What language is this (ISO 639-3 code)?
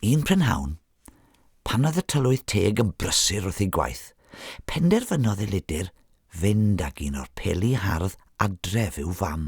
cym